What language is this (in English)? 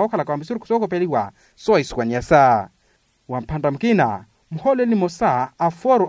Makhuwa